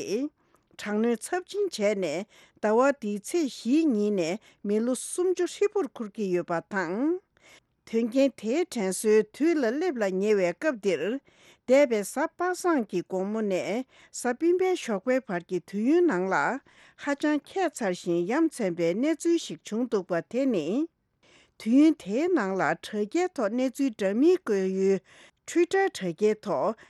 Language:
Tibetan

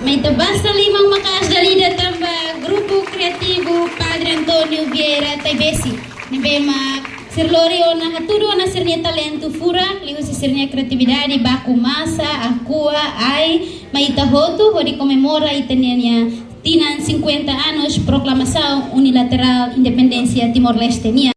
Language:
Tetum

